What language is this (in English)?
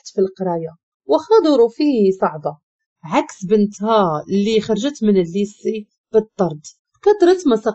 Moroccan Arabic